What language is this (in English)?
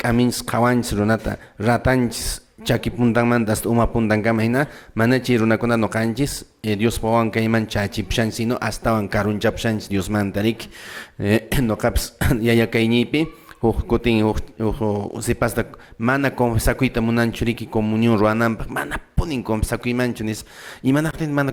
Quechua